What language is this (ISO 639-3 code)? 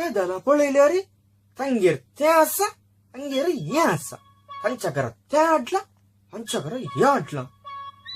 kok